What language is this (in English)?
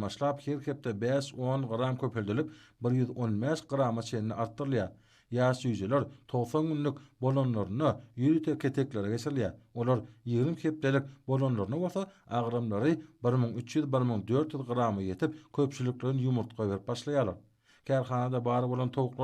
Turkmen